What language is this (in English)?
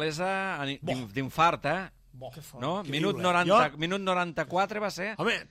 Catalan